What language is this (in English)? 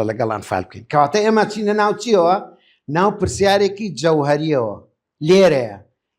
Central Kurdish